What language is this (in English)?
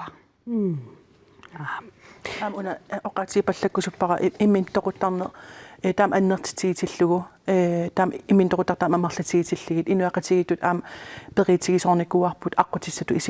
Kalaallisut